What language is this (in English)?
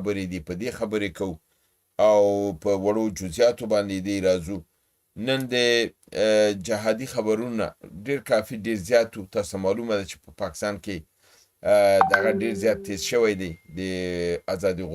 Pashto